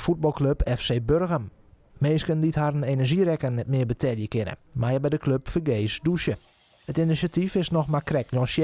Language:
Western Frisian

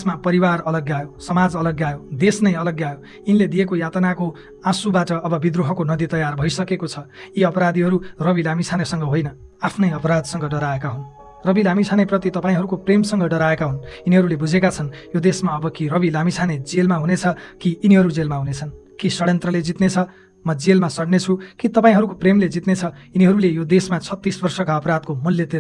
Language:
Nepali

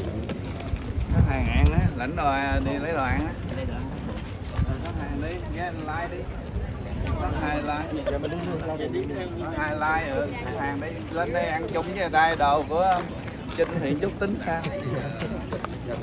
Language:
Vietnamese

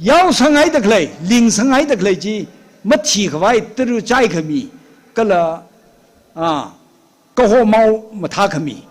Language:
Tangkhul Naga (India)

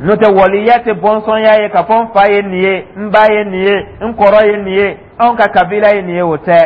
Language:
Dyula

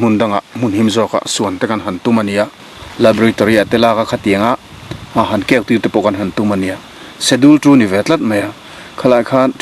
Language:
Mizo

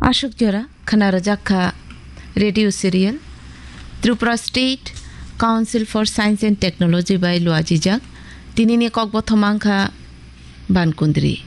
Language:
Kok Borok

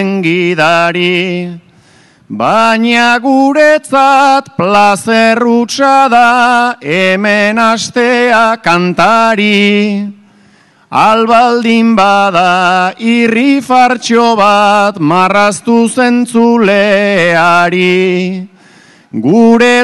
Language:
Basque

